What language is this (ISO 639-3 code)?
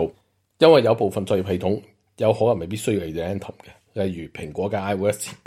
yue